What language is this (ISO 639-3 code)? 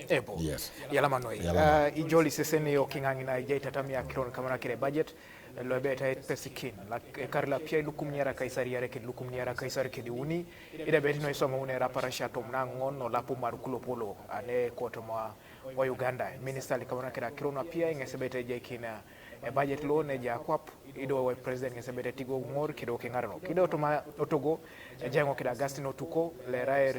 teo